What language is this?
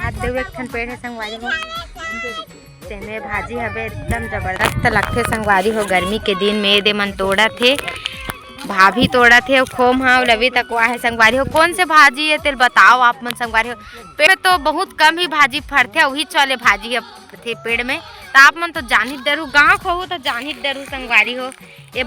Chhattisgarhi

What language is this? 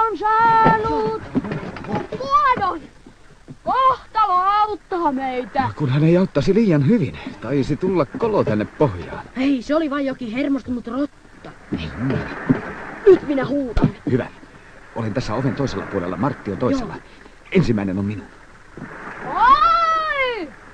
Finnish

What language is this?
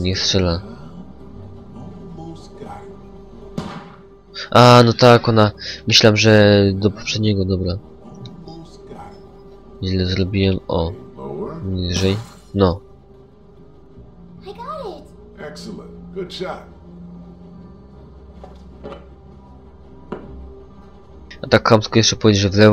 Polish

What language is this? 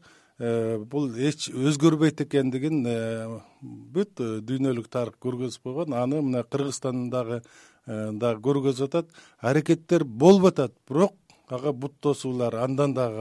Kyrgyz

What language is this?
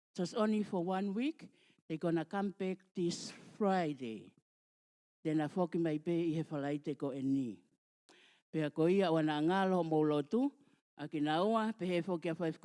Tongan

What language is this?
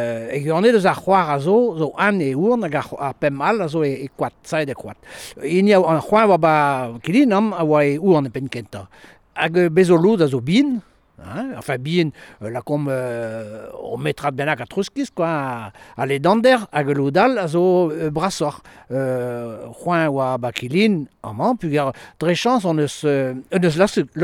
Breton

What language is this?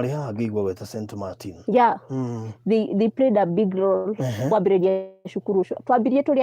Kikuyu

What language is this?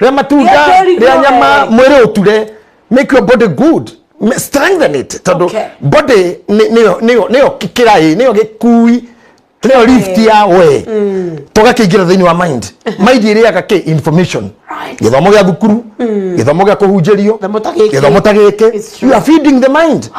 Kikuyu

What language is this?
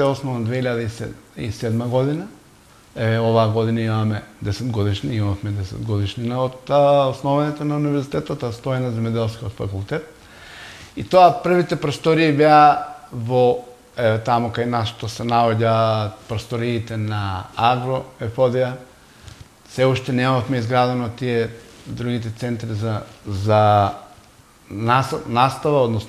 Macedonian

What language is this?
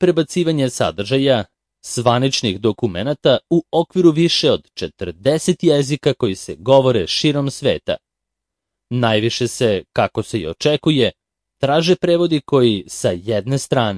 Serbian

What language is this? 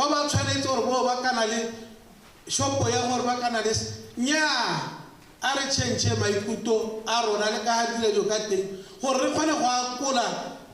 Tswana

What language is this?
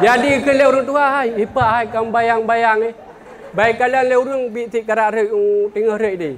Achinese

